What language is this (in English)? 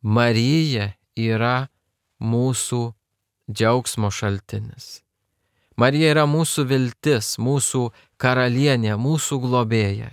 Lithuanian